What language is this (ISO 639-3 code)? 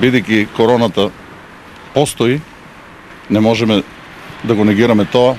mkd